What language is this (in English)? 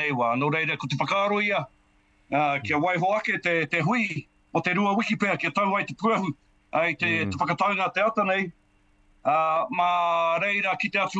Māori